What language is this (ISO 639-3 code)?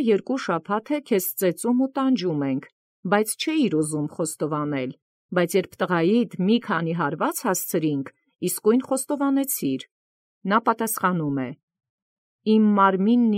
hye